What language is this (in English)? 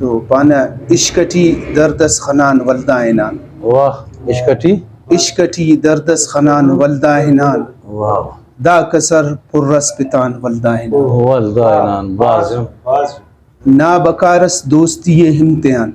Brahui